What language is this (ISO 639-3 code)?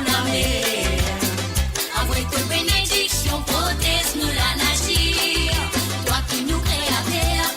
mfe